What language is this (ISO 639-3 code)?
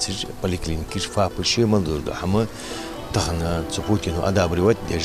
inh